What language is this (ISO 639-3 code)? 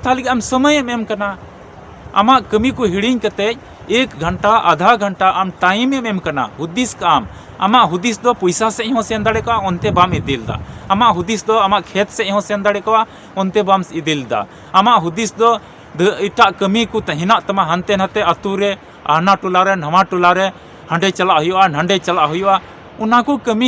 sat